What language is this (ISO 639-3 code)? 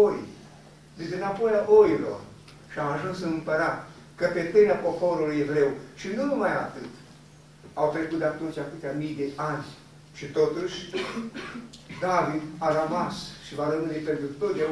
ron